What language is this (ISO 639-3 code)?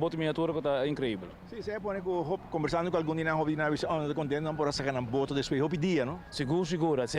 pap